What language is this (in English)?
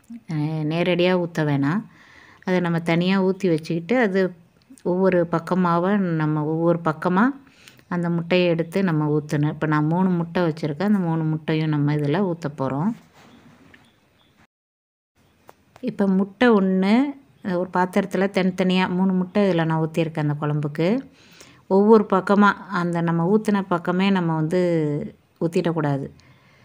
Tamil